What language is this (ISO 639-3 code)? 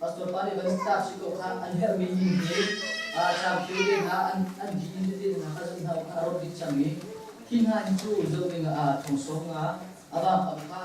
cnh